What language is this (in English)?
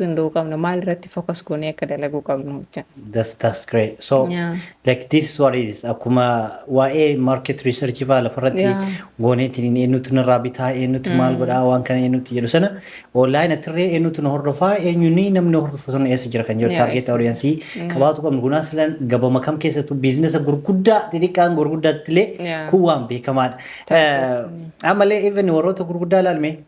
Oromo